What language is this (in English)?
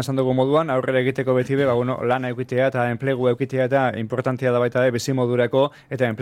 Basque